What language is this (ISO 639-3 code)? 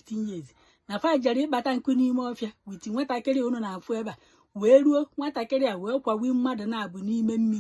ibo